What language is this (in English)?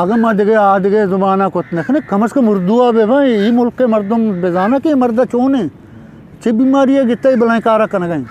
Eastern Balochi